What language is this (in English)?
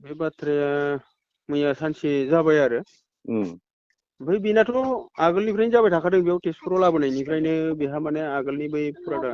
Bodo